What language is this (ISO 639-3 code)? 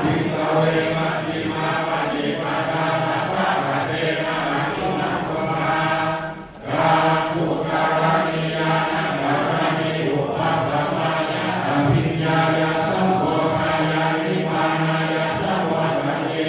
pli